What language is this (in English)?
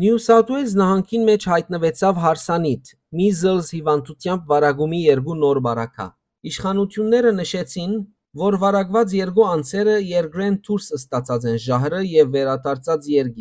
Western Armenian